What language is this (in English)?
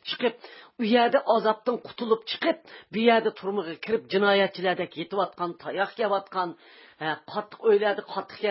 Uyghur